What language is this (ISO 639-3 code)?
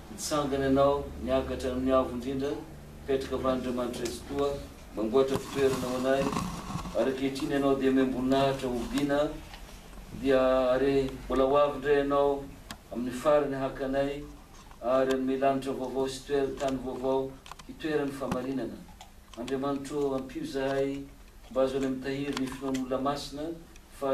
mlg